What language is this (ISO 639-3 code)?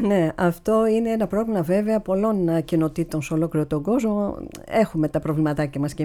ell